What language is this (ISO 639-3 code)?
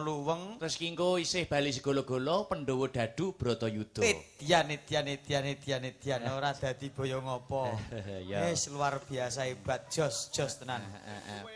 jav